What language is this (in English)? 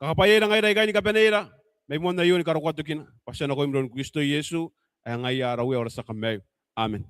Gilbertese